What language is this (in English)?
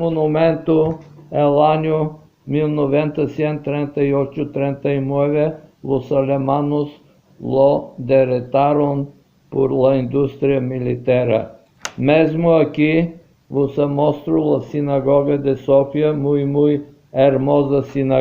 Ladino